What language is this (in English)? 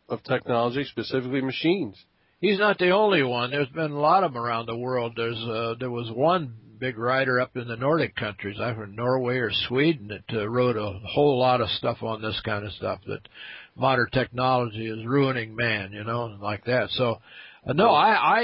English